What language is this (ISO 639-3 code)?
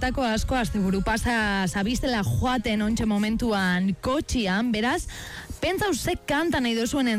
eus